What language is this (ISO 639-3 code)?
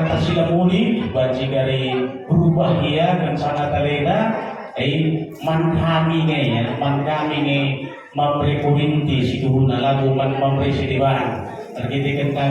btx